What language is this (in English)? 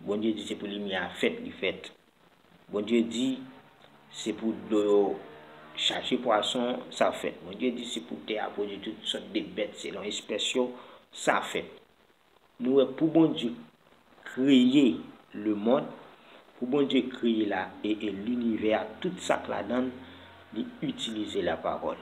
Haitian Creole